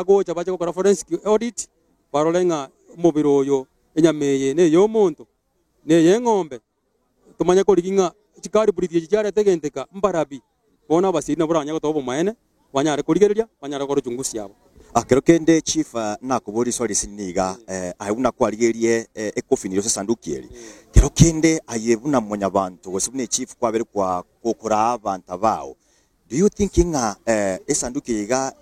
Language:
Gusii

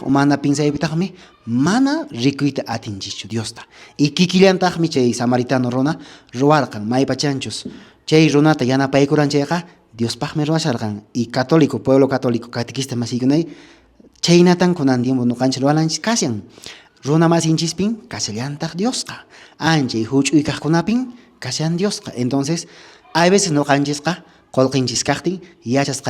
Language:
Quechua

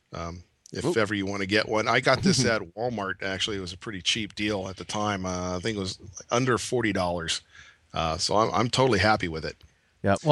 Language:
English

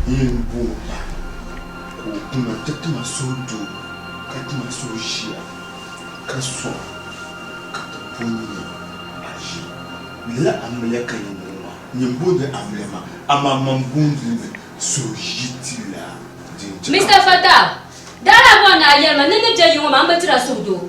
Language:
Dagbani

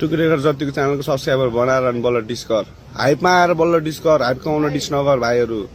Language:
Nepali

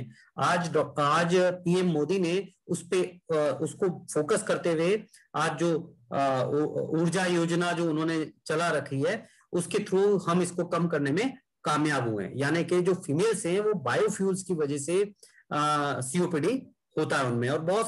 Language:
Hindi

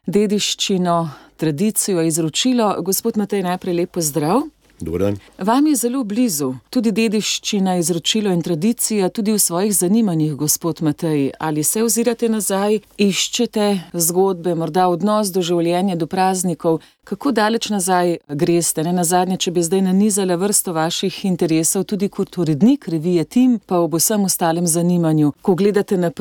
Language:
Slovenian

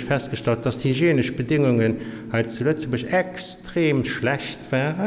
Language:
Luxembourgish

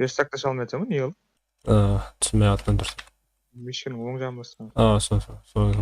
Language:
Kara-Kalpak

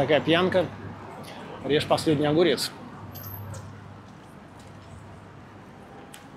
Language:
Russian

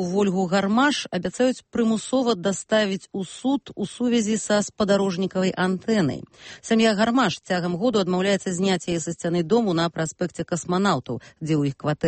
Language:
Belarusian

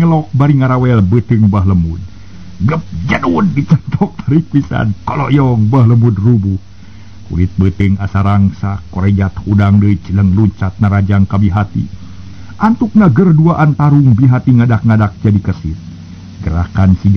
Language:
Sundanese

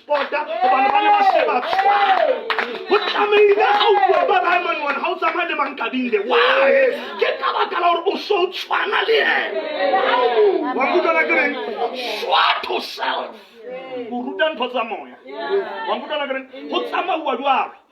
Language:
Southern Sotho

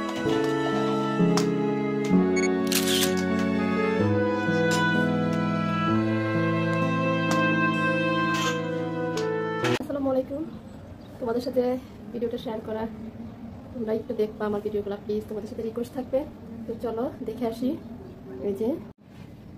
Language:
Bangla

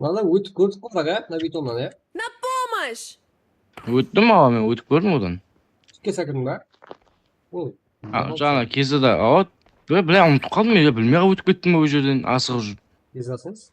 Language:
Kara-Kalpak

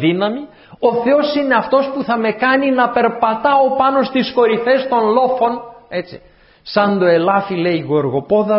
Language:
Greek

